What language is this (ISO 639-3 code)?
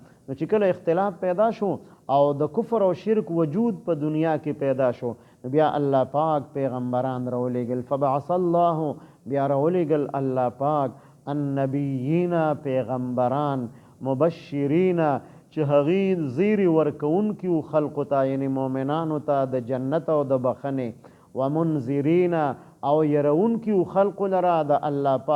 pus